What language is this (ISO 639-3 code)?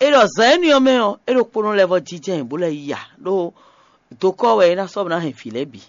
fon